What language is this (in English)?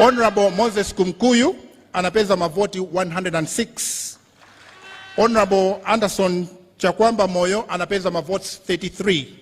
Nyanja